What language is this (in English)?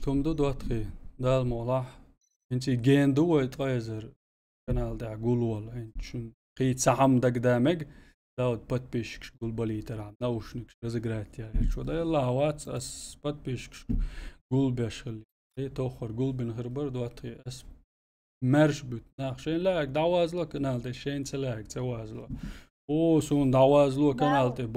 Chechen